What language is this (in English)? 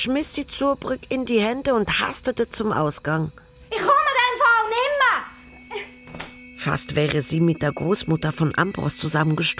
Swiss German